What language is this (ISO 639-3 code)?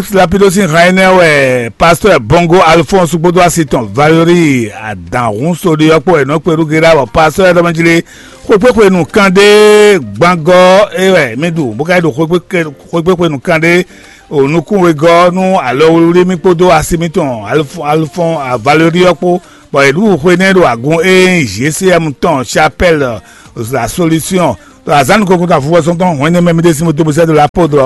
fon